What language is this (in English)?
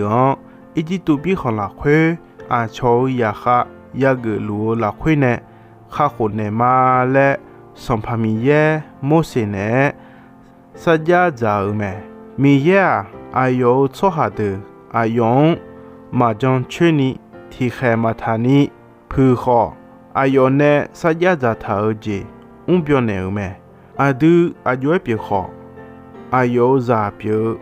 Akha